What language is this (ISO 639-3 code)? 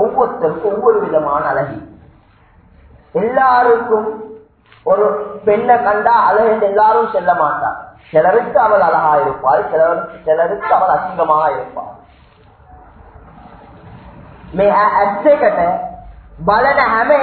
tam